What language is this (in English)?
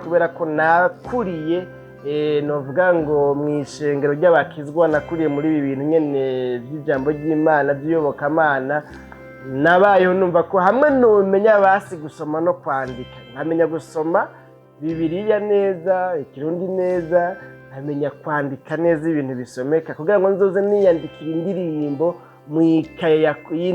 Rundi